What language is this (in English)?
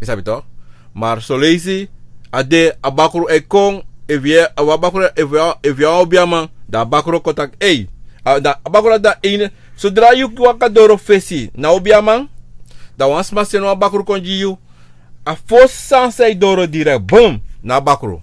Sranan Tongo